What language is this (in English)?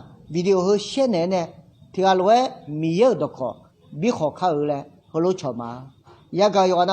Akha